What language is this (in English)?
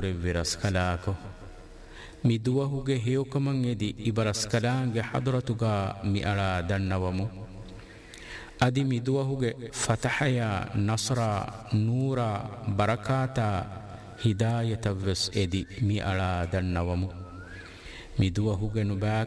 Divehi